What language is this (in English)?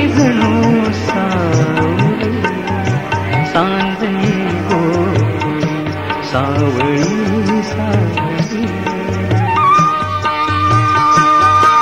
Marathi